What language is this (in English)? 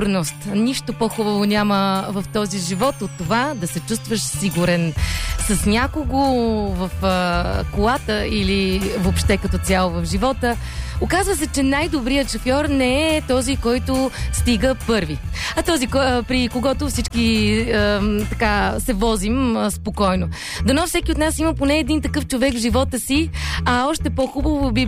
Bulgarian